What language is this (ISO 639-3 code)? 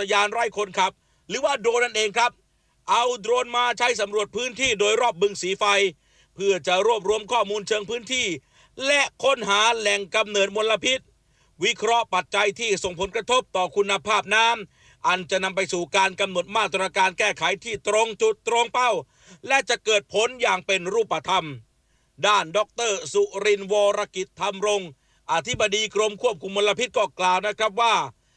tha